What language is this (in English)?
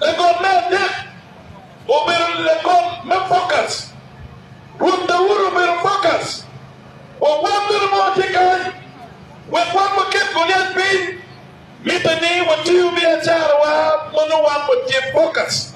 Acoli